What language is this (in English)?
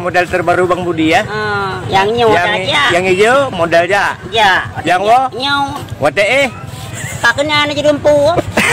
Achinese